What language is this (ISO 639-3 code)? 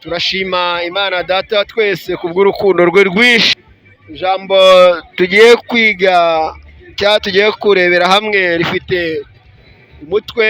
kin